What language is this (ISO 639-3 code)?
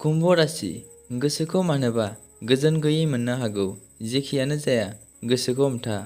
brx